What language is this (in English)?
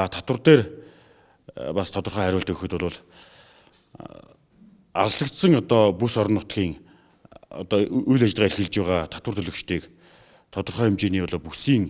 Mongolian